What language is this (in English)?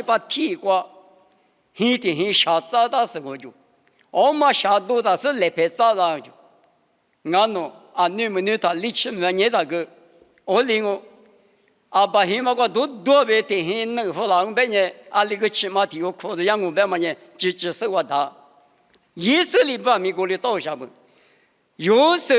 Lisu